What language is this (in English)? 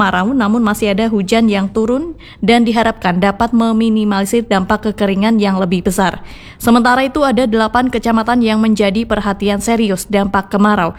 Indonesian